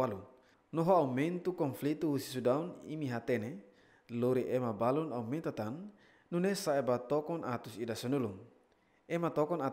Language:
Tetum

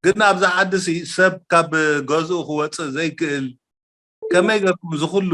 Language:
Tigrinya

